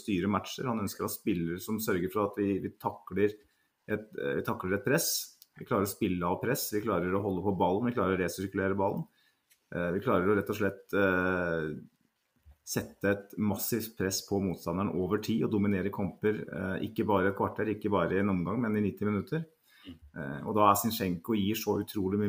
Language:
Norwegian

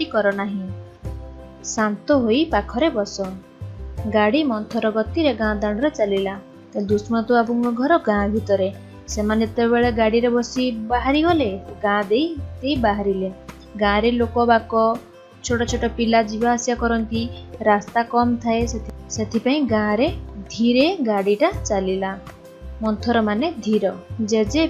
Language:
Odia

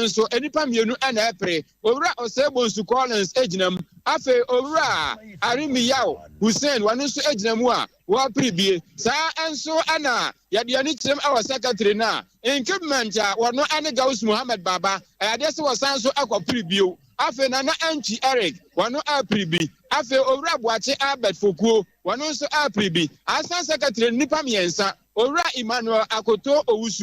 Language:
Akan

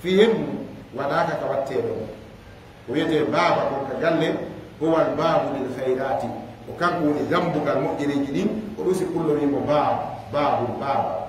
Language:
Fula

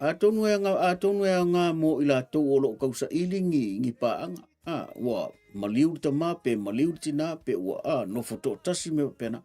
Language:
Samoan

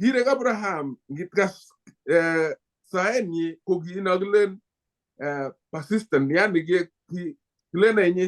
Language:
Kalenjin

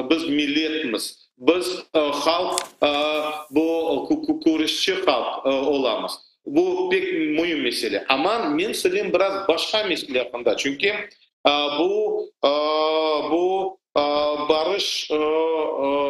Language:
Crimean Tatar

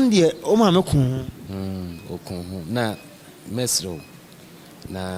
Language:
Akan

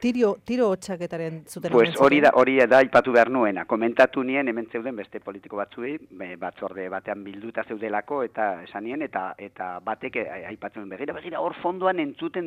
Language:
Basque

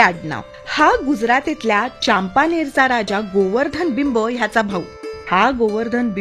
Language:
Marathi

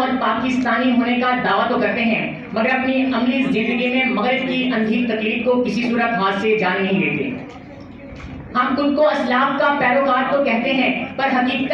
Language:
Urdu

